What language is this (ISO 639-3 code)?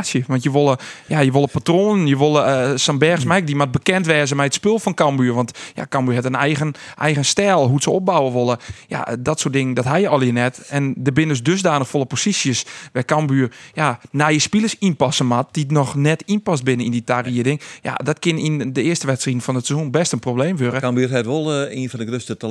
fry